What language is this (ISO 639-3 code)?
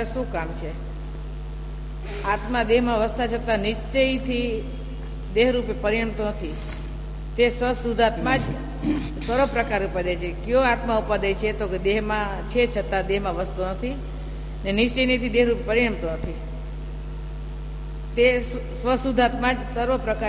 guj